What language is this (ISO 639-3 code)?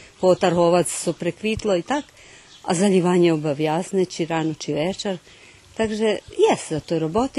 rue